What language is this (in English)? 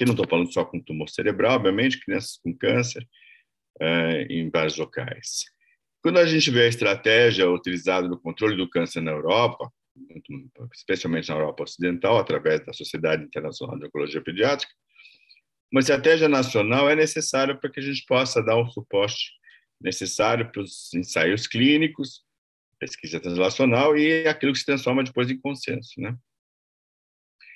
Portuguese